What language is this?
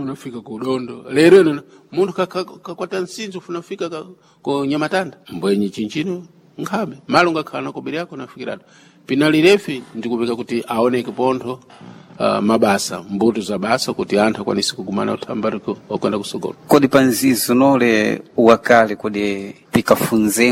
Sena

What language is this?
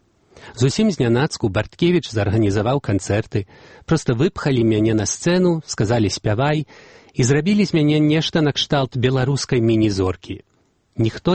Belarusian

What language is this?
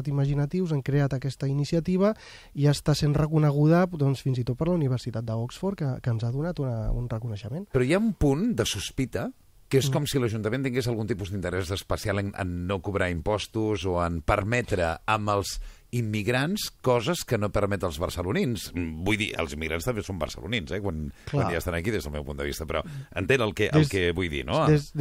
Catalan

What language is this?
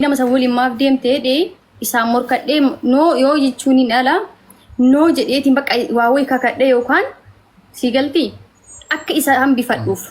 Oromo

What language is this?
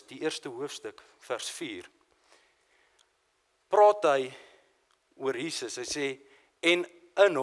Afrikaans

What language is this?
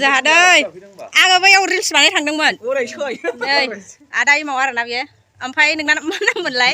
Bodo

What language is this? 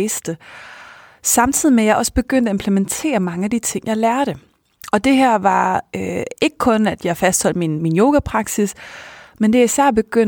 Danish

